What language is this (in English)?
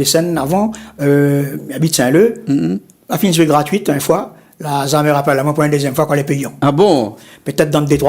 Réunion Creole French